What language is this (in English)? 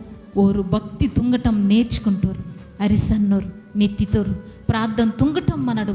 Koya